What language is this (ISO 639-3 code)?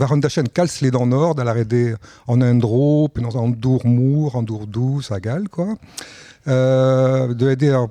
bre